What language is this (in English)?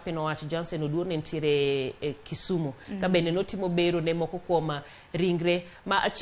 Luo (Kenya and Tanzania)